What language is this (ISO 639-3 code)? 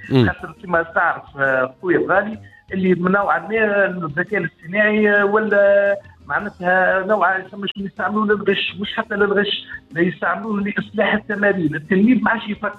aeb